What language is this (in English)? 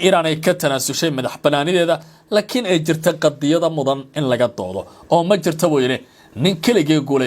Somali